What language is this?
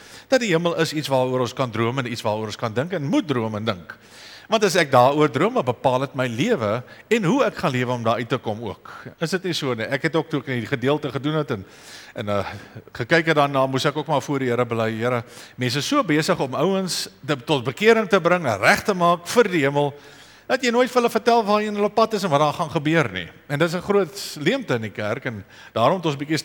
Afrikaans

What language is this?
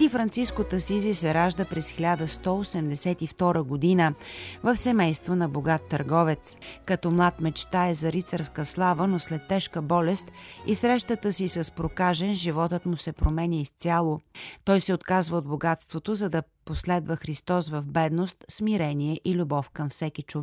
Bulgarian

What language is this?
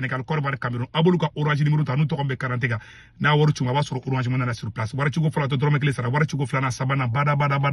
Bambara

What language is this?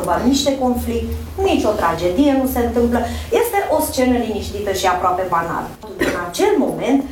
Romanian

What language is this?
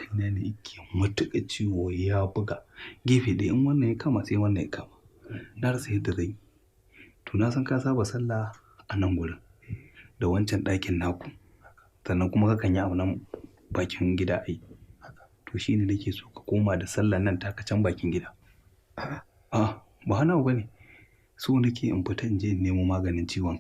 Hausa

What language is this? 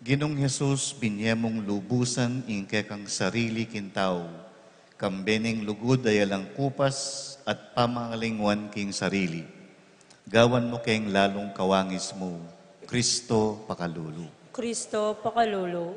Pampanga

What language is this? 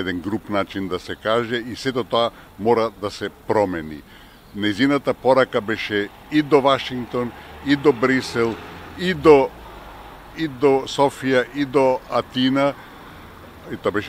Macedonian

